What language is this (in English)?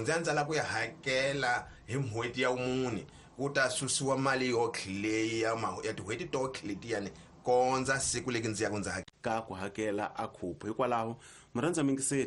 Tsonga